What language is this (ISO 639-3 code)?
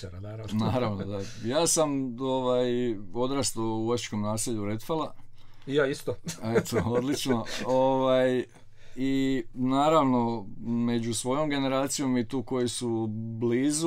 hrv